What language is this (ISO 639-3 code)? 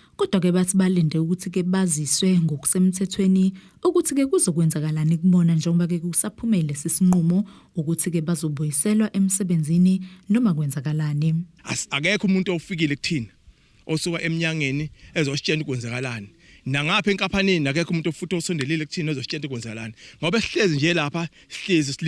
zul